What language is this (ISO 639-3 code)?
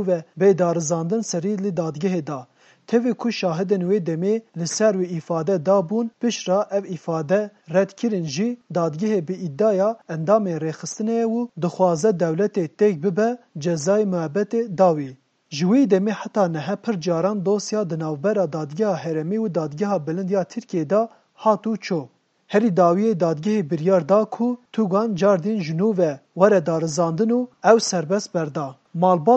kur